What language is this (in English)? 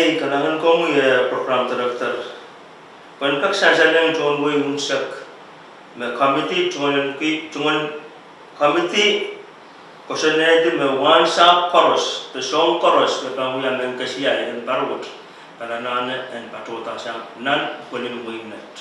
Pohnpeian